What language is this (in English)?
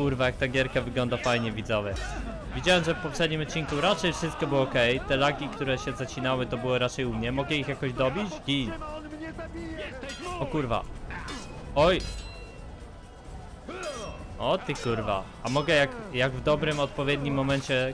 Polish